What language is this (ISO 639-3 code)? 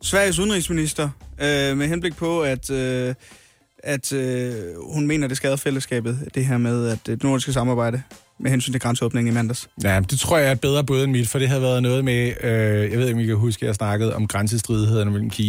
dan